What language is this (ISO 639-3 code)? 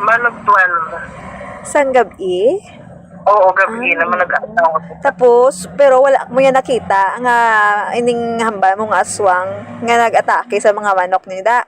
hil